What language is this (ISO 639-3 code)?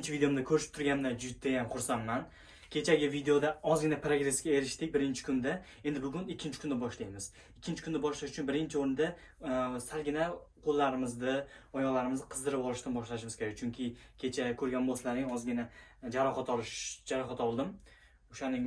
uzb